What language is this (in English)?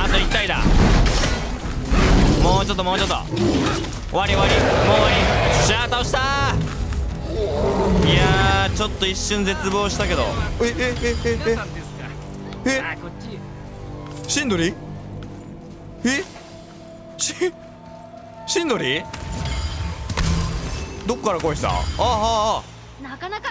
Japanese